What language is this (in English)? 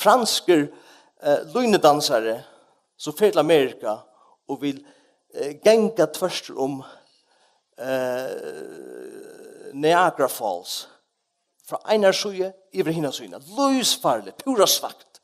Faroese